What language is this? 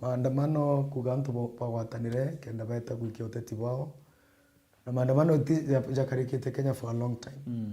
Meru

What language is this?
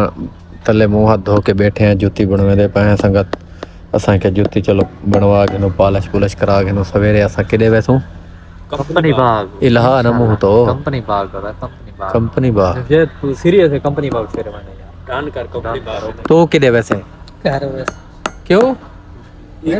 Saraiki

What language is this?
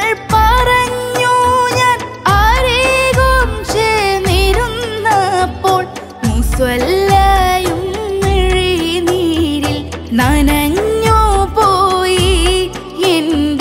Malayalam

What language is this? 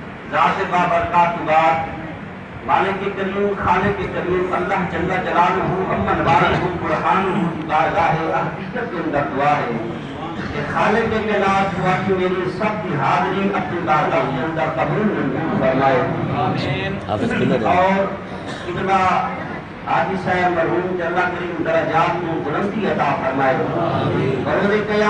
Saraiki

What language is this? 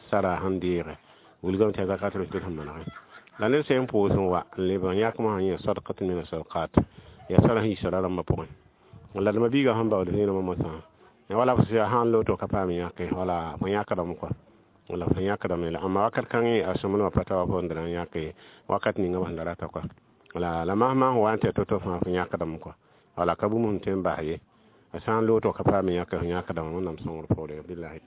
Mossi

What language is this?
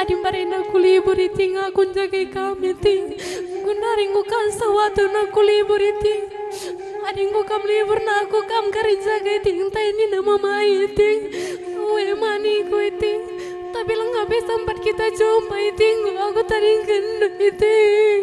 Batak Karo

